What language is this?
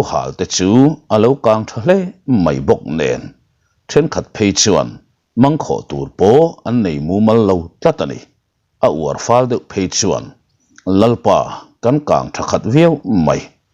Mizo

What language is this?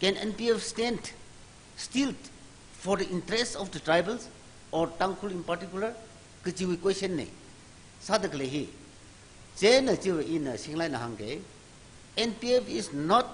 Tangkhul Naga (India)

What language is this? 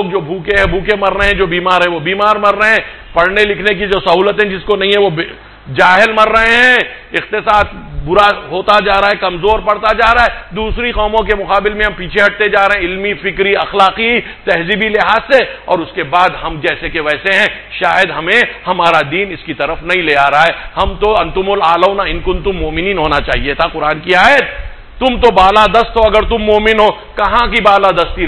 Urdu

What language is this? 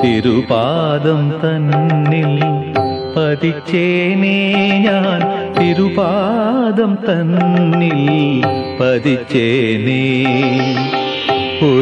Malayalam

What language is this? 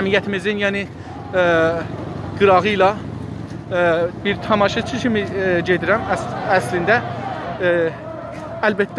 South Azerbaijani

